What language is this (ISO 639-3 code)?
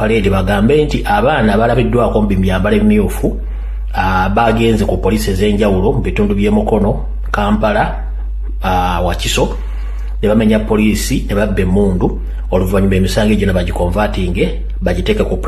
lug